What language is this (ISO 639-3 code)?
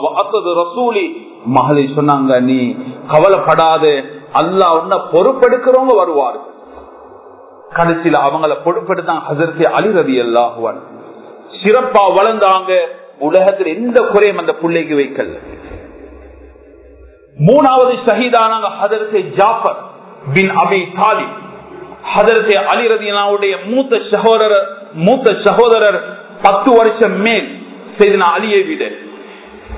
tam